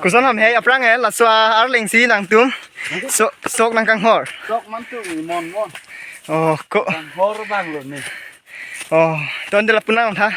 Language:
Karbi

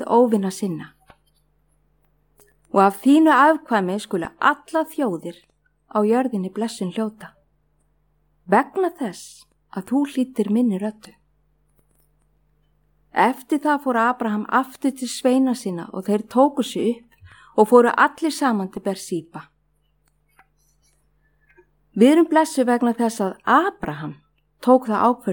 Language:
Icelandic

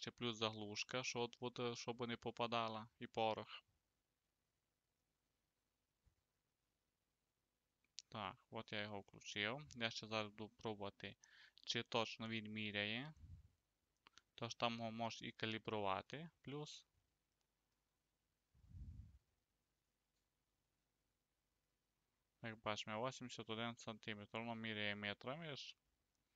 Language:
Ukrainian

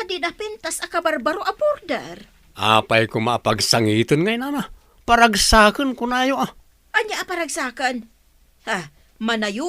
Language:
Iloko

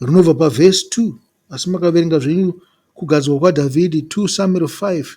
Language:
Shona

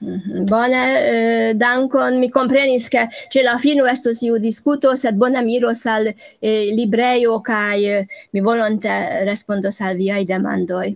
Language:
Esperanto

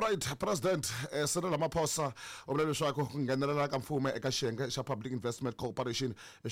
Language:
Tsonga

